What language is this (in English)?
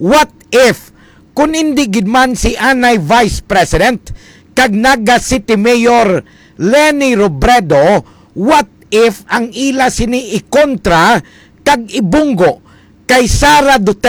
Hiligaynon